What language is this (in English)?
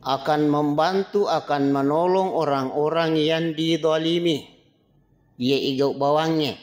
Buginese